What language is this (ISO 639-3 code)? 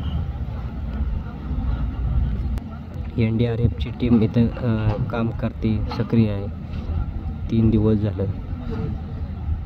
mar